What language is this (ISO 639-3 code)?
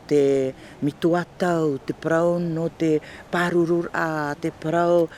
tah